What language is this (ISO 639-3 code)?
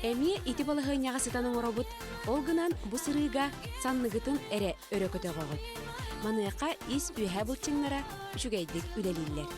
sah